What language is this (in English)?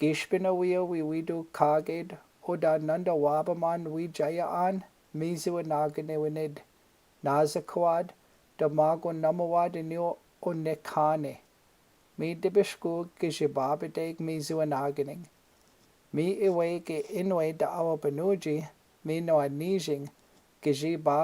Chippewa